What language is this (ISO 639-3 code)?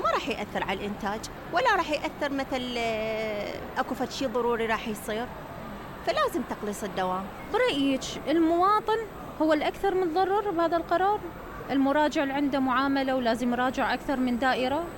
acm